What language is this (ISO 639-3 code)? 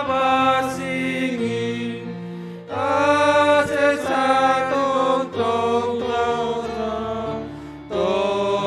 bts